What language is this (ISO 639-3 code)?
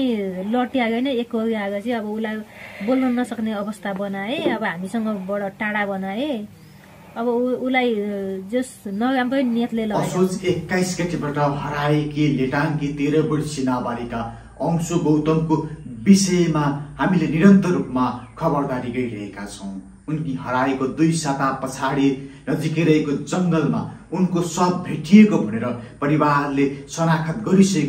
nep